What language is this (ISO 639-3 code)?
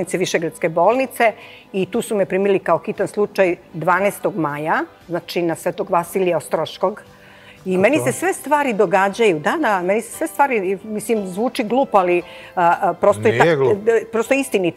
srp